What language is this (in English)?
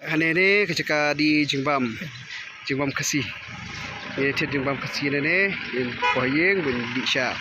Khasi